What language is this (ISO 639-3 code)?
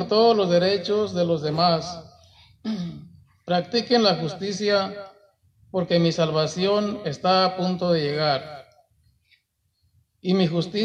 spa